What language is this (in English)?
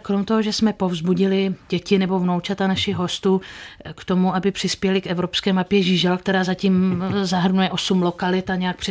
Czech